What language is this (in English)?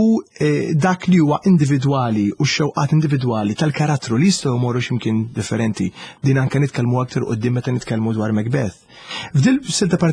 Maltese